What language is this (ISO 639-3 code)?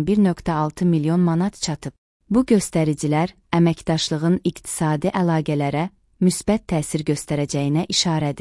aze